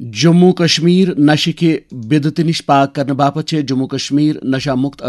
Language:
Kashmiri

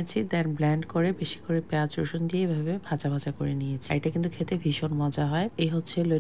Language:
Bangla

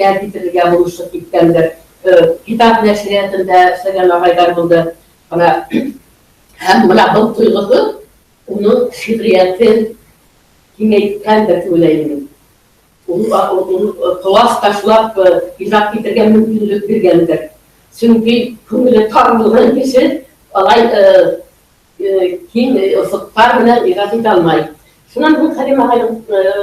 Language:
Bashkir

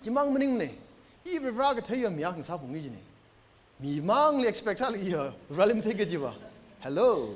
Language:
Tangkhul Naga (India)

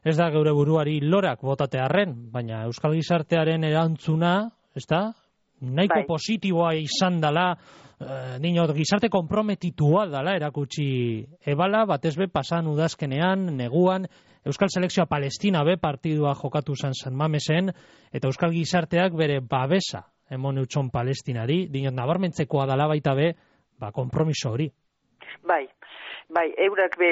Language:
Basque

